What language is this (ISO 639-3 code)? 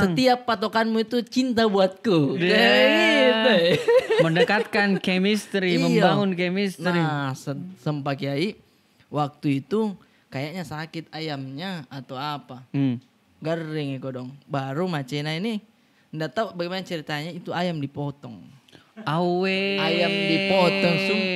mfp